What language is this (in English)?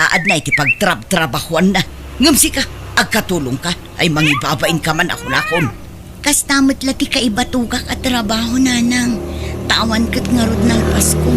Iloko